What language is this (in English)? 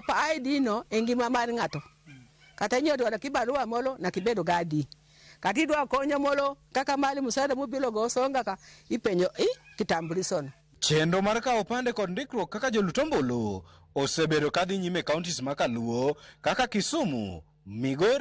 Luo (Kenya and Tanzania)